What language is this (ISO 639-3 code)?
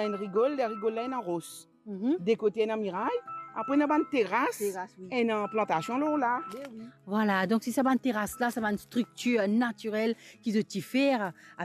mfe